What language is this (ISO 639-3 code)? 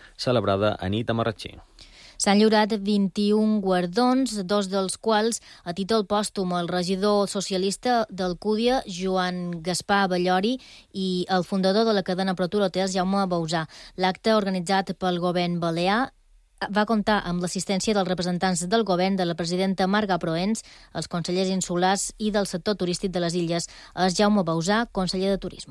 cat